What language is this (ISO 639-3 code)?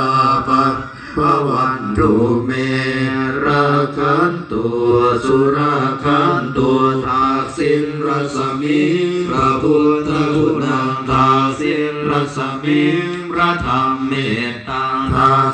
pli